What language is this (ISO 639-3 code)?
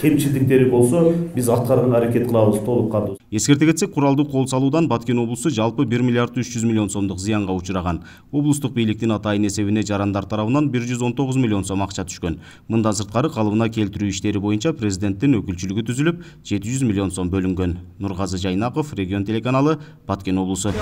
kir